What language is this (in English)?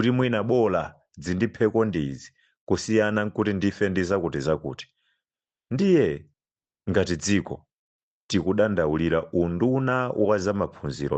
Nyanja